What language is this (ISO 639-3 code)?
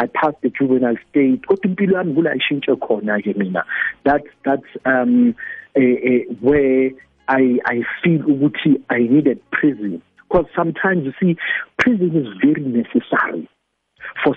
nbl